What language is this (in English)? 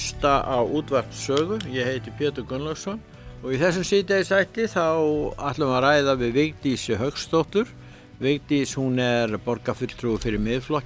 Icelandic